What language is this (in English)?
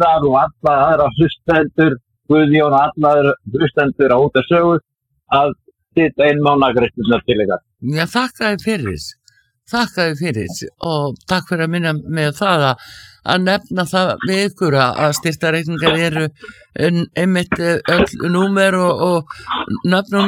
Icelandic